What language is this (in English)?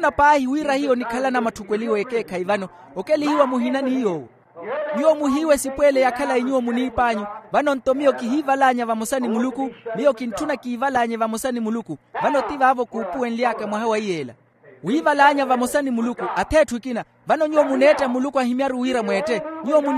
Makhuwa